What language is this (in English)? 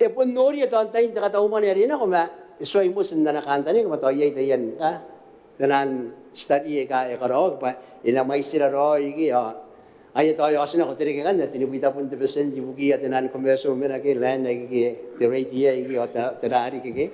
Gilbertese